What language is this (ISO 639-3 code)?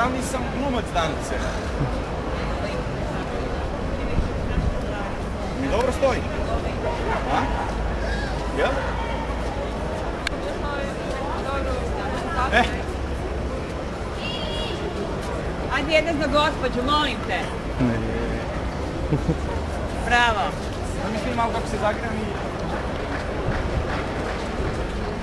srp